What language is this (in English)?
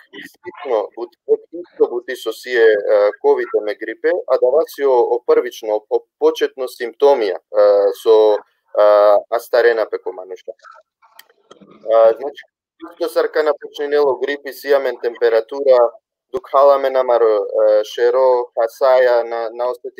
Balkan Romani